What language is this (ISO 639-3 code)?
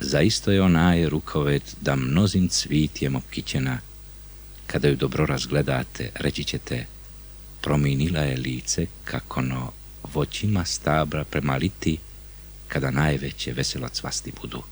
bos